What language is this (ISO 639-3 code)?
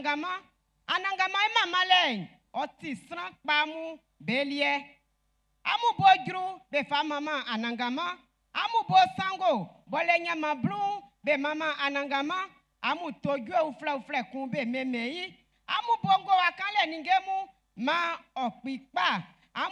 bci